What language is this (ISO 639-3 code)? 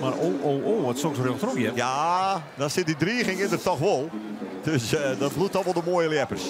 fry